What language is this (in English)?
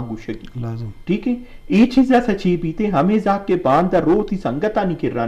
Eastern Balochi